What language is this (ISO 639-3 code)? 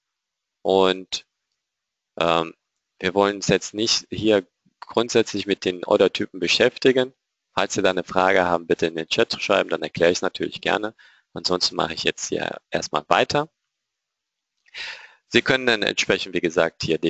deu